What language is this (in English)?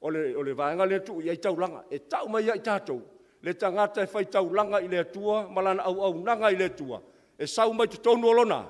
Samoan